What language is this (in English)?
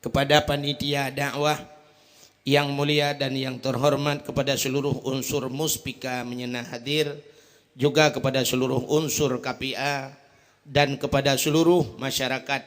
Achinese